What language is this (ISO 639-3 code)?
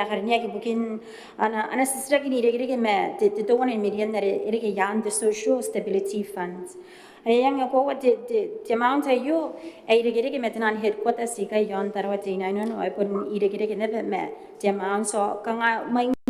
gil